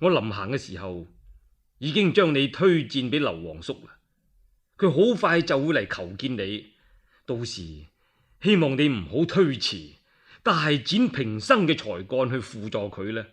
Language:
Cantonese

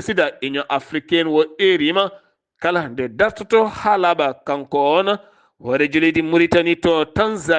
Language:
Fula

